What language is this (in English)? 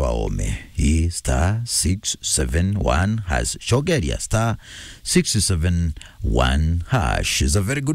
Meru